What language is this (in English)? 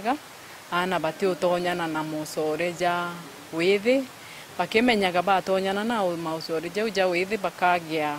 Meru